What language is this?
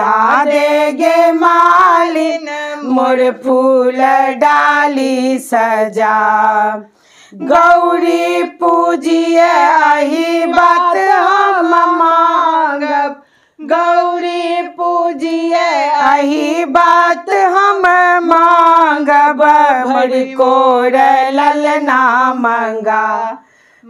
Maithili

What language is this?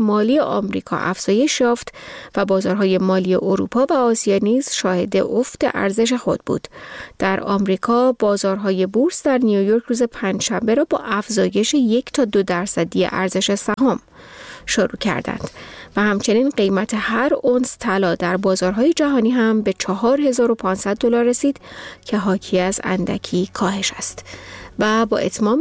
Persian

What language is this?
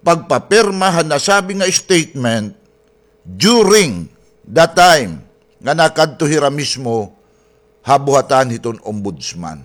Waray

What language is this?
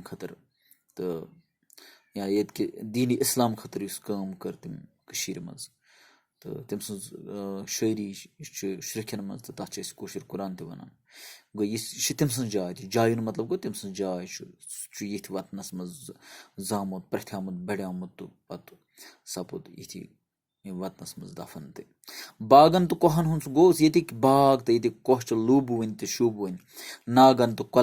Kashmiri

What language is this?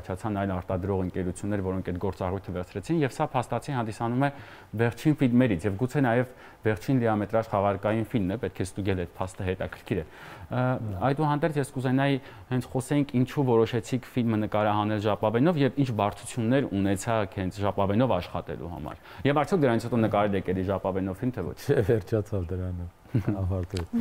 Armenian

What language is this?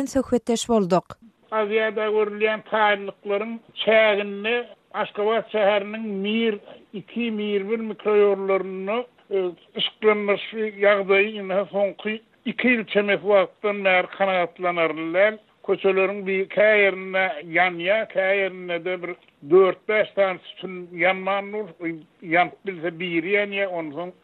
Turkmen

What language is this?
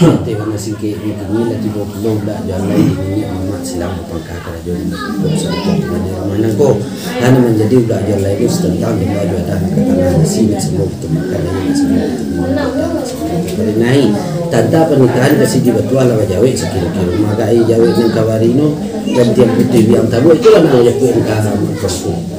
Minangkabau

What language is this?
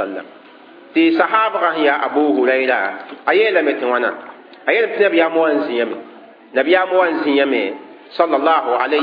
Mossi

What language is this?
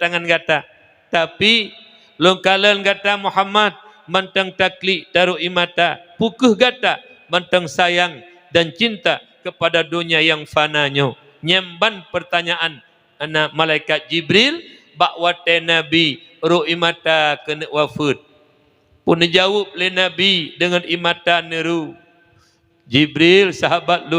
Achinese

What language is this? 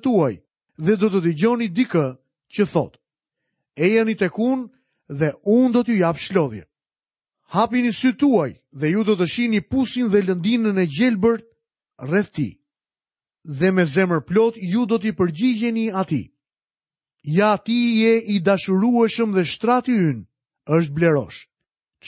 Albanian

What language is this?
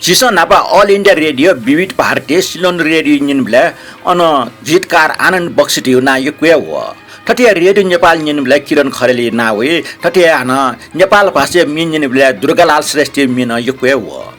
Newari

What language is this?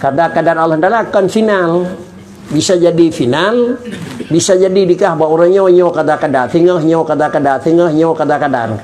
Achinese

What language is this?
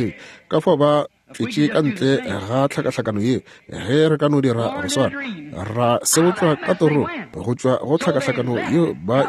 Northern Sotho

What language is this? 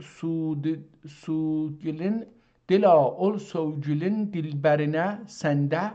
South Azerbaijani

